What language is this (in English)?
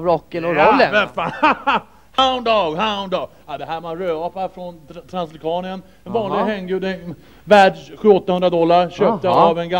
Swedish